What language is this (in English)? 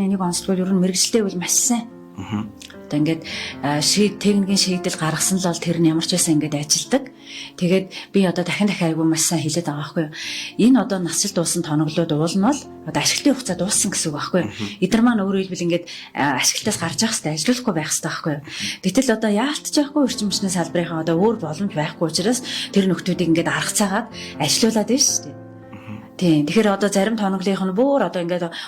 Mongolian